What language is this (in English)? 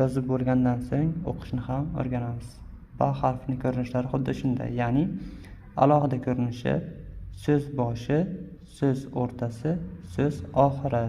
Uzbek